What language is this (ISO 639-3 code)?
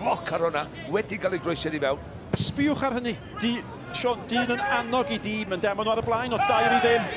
cym